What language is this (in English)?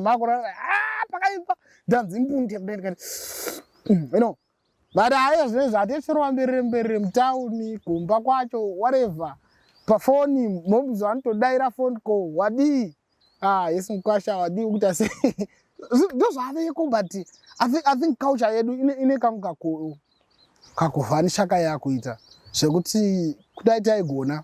Shona